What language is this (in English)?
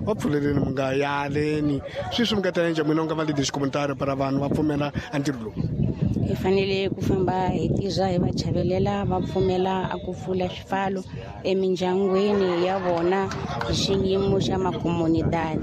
Tsonga